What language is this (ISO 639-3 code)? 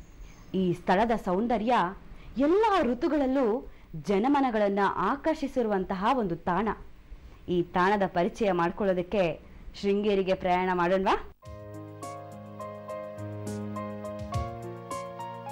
kan